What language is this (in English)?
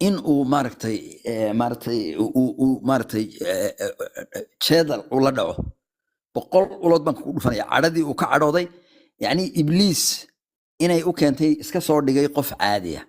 Somali